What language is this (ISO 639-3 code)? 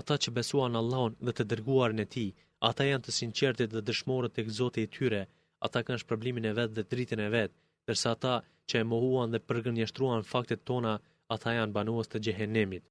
sqi